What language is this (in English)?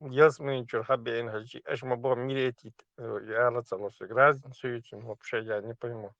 Chechen